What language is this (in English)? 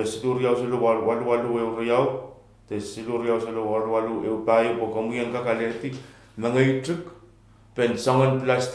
Pohnpeian